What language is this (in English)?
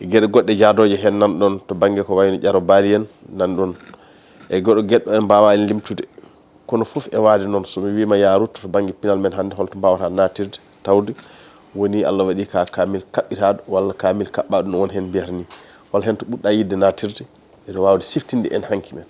Fula